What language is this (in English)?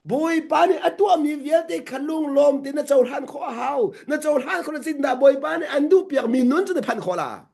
Hakha Chin